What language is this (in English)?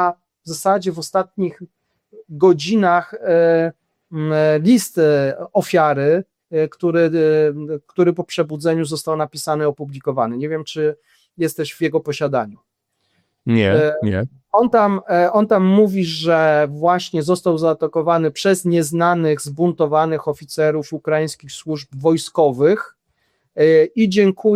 Polish